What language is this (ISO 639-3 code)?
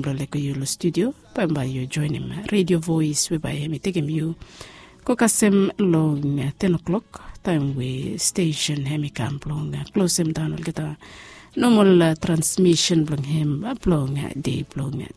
bis